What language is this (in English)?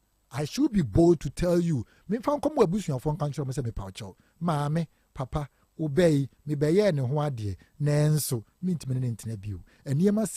Akan